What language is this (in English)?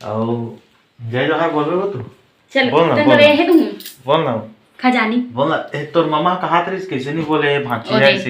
Chhattisgarhi